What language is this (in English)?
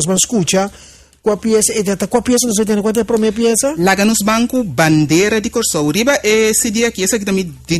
Papiamento